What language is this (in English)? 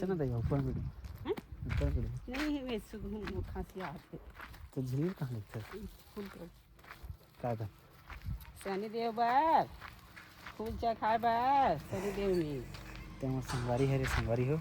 Chhattisgarhi